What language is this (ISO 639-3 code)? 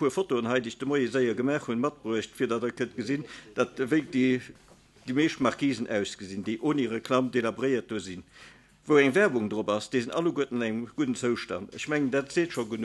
ltz